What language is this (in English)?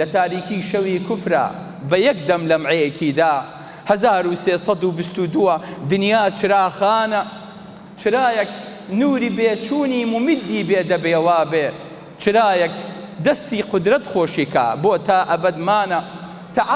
Central Kurdish